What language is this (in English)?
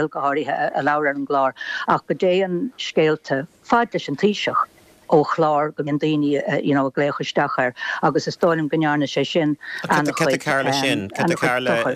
Irish